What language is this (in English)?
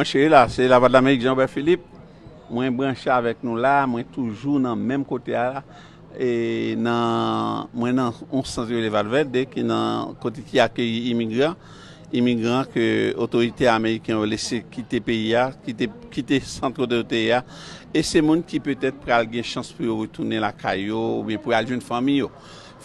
Haitian Creole